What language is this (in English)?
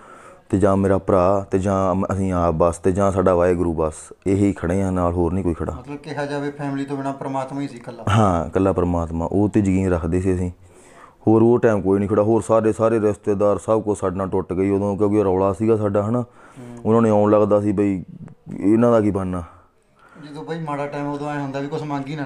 Punjabi